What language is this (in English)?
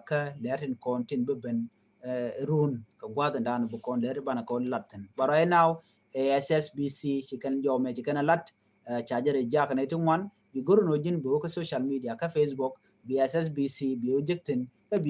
Nuer